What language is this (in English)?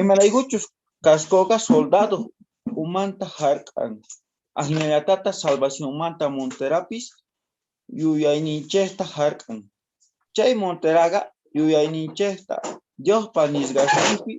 South Bolivian Quechua